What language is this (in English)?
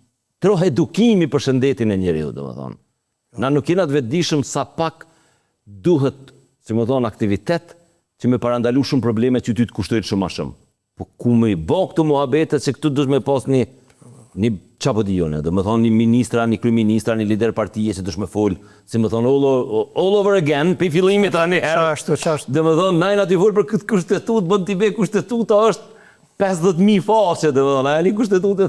Albanian